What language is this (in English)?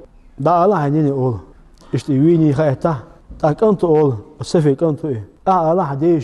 Chechen